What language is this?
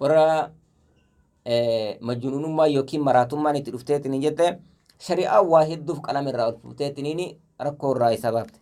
Oromo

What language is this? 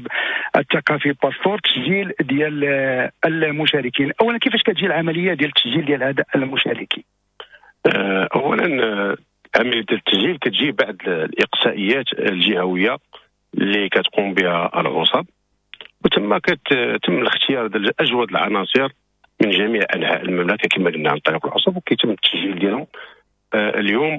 Moroccan Arabic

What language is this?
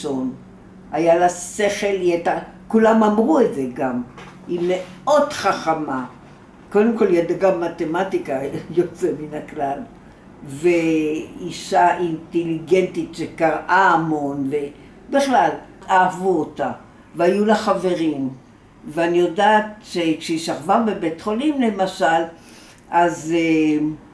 Hebrew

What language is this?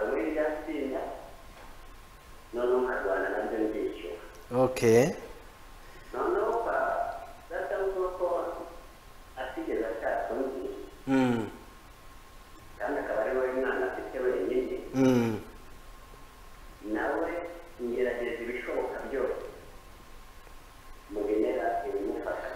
Kinyarwanda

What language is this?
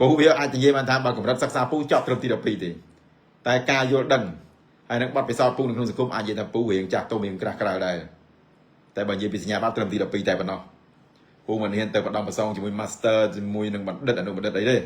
Khmer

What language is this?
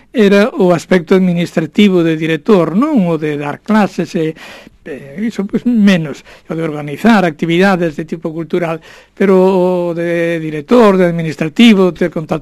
Galician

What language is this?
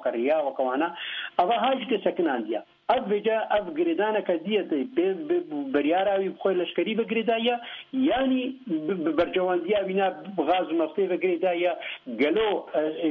Kurdish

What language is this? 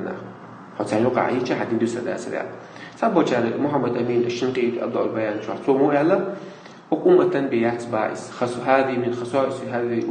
Chechen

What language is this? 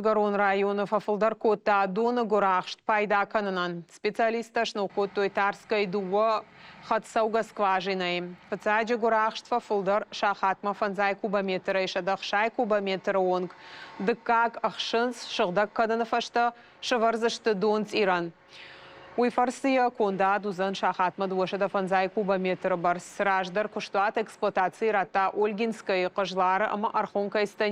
Ossetic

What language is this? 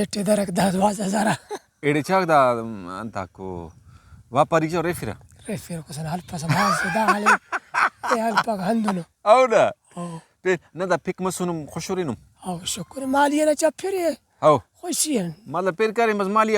Brahui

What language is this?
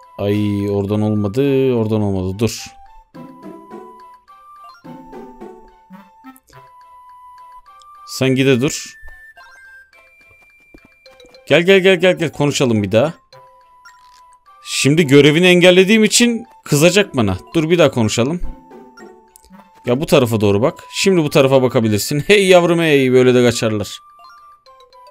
Turkish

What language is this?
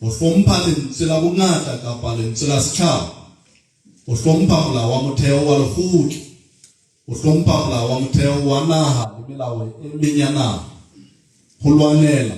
Southern Sotho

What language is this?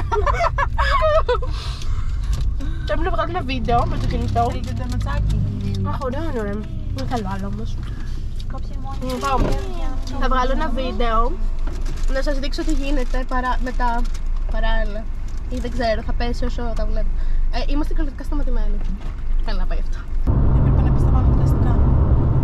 Greek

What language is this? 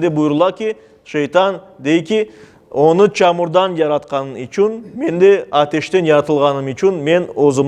Crimean Tatar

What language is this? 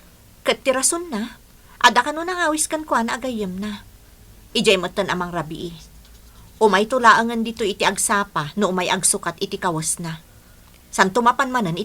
Iloko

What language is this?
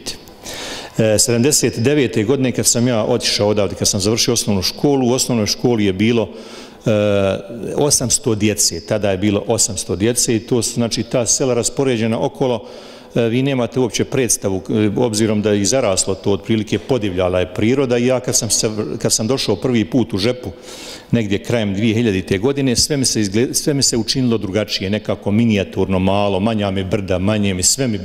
Bosnian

